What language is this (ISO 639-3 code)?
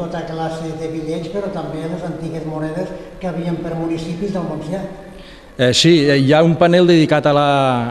cat